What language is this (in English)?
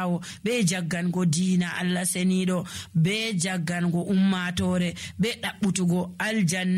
Nigerian Fulfulde